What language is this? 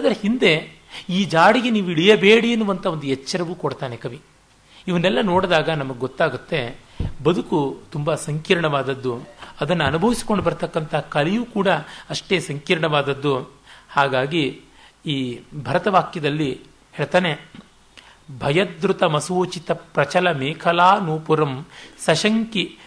Kannada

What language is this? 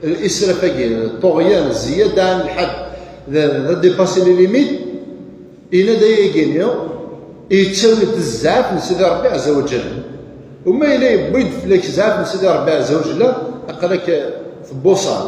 Kabyle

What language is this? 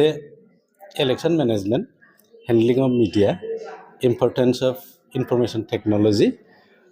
Bodo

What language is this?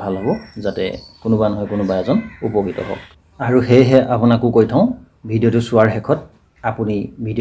Assamese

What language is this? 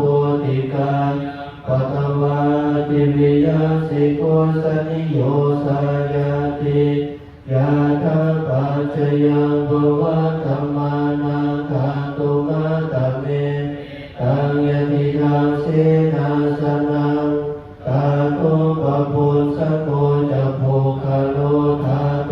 Pali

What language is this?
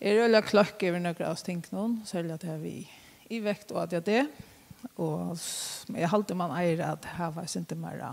Faroese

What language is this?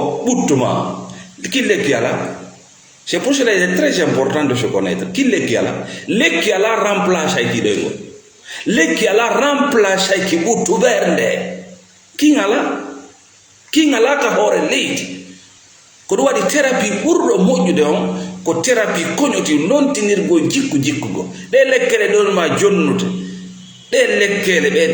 Fula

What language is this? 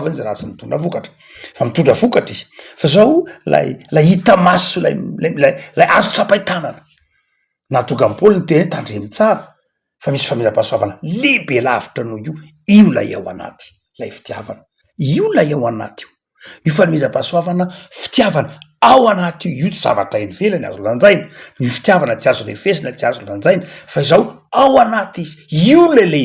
Malagasy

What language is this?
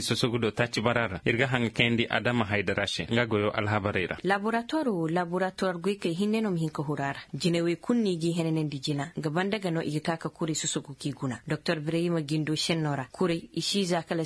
Zarma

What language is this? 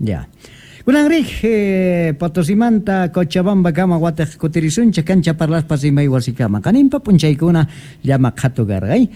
South Bolivian Quechua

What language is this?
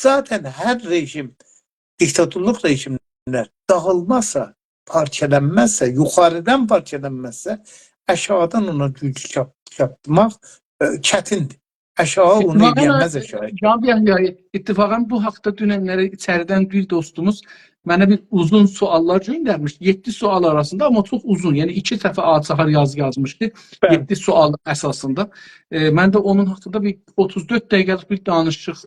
South Azerbaijani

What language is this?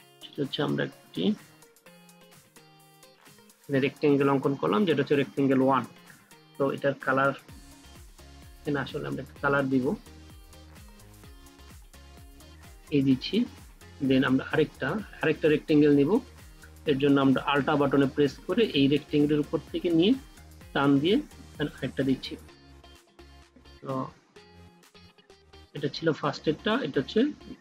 Bangla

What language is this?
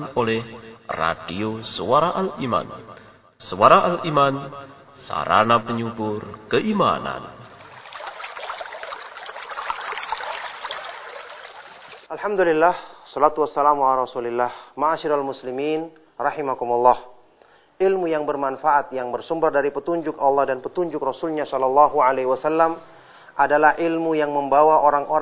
Indonesian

